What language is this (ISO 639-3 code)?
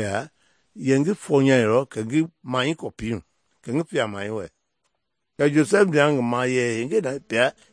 men